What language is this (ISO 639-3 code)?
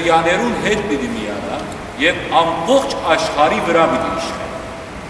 hyw